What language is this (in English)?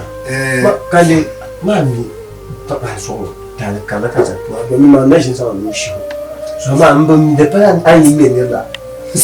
Dagbani